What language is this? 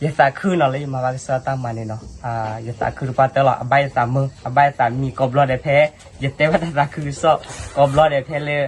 S'gaw Karen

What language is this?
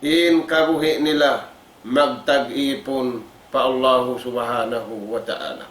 Tausug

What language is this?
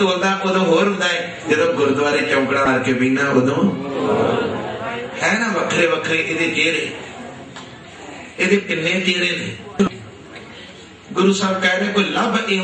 Punjabi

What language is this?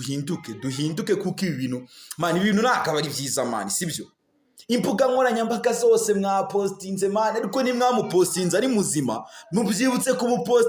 Kinyarwanda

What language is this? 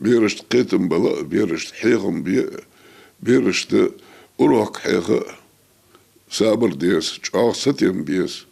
Ingush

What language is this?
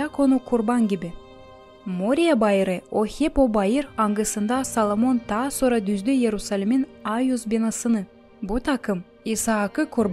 Gagauz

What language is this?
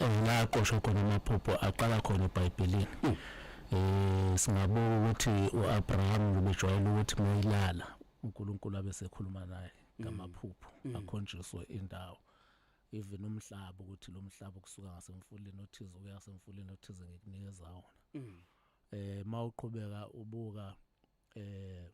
Zulu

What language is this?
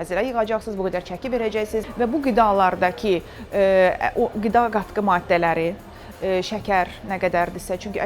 Azerbaijani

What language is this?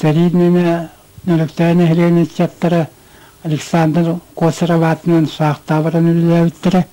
Yakut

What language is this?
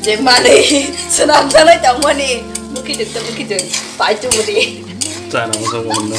Kok Borok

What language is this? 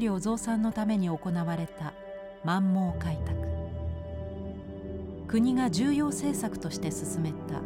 Japanese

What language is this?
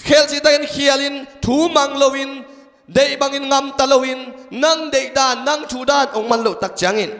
Tedim Chin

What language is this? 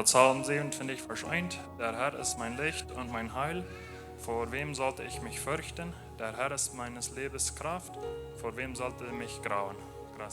Plautdietsch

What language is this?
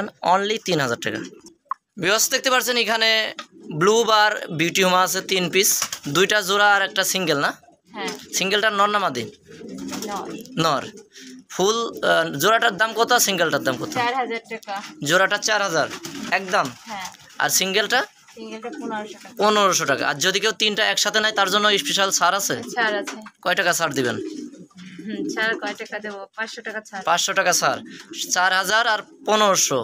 Bangla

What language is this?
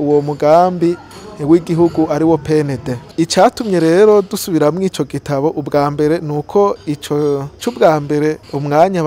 Rundi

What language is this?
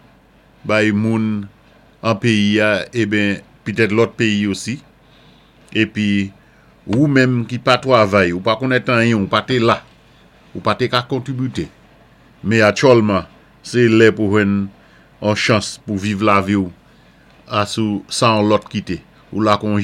Saint Lucian Creole French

